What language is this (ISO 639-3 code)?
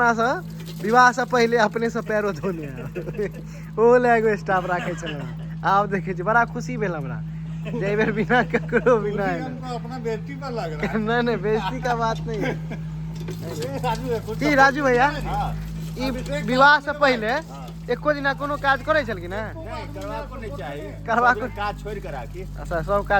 mai